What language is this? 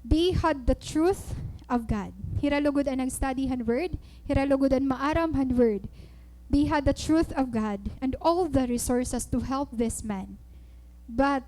Waray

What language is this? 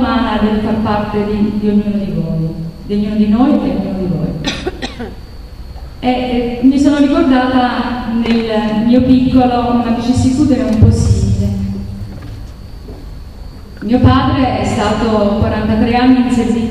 Italian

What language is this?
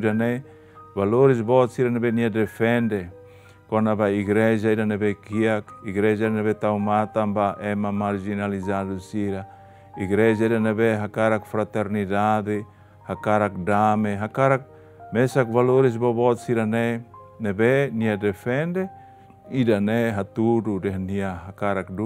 Tetum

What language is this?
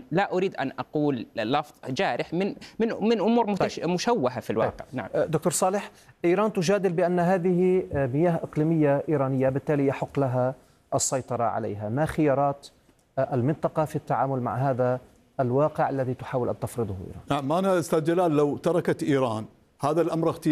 Arabic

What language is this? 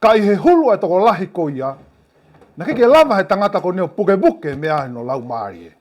Tongan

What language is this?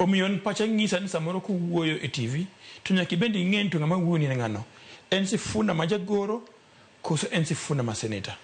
Luo (Kenya and Tanzania)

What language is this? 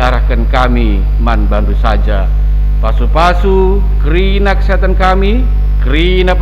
Batak Karo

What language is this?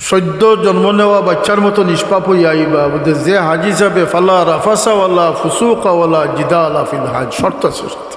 Sylheti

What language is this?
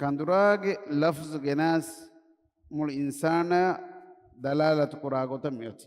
Divehi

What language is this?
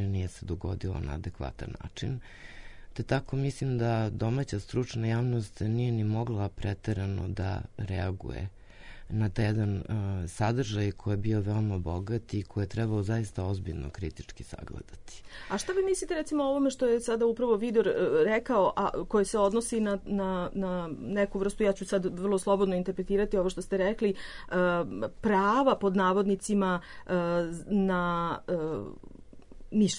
Serbian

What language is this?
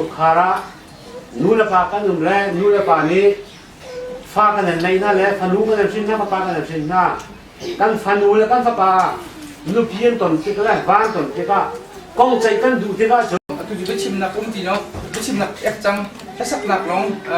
Hakha Chin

